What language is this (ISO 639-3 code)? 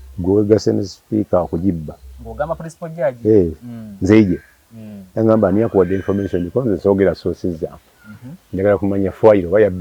lug